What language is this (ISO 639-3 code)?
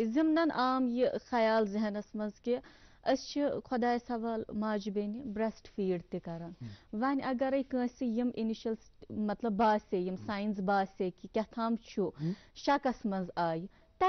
kas